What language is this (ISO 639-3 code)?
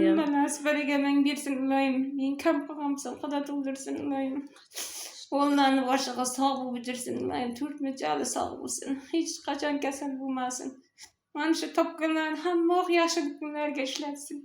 uzb